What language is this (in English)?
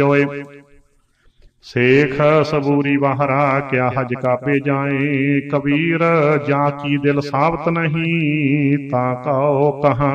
Punjabi